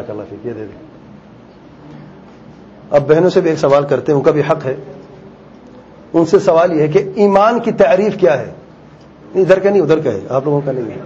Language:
Urdu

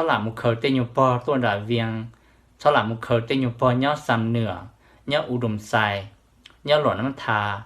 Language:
Hmong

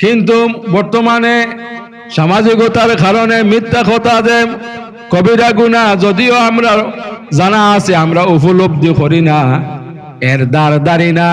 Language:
Sylheti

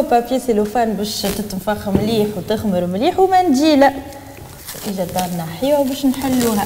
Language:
Tunisian Arabic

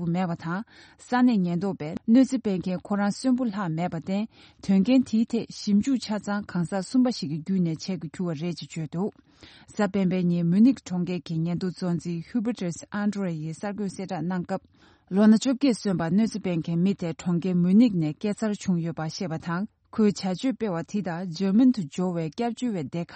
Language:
Tibetan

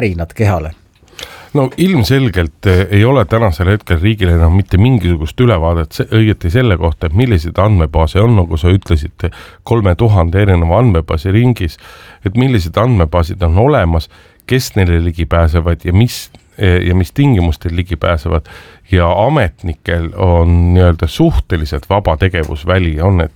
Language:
Estonian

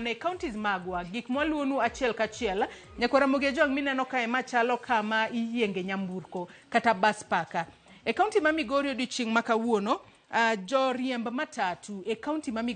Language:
Luo (Kenya and Tanzania)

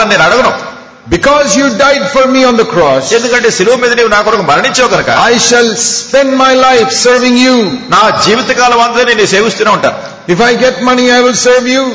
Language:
Telugu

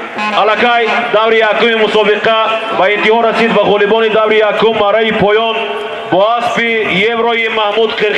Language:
Tajik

